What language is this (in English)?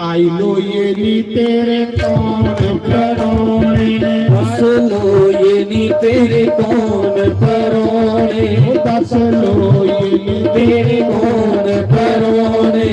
Dogri